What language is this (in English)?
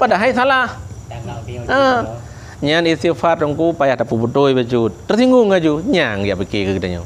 Achinese